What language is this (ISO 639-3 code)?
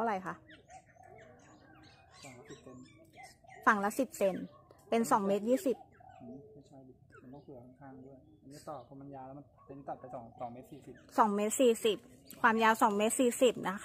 tha